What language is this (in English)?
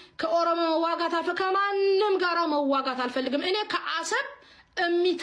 Amharic